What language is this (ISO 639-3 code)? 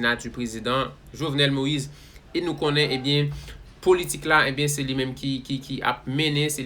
hat